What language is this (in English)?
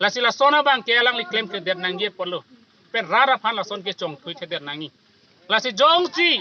Karbi